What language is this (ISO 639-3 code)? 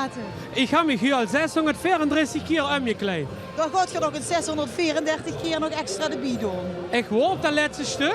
lim